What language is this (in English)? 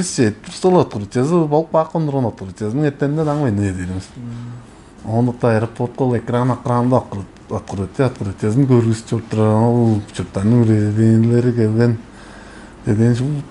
Tuvinian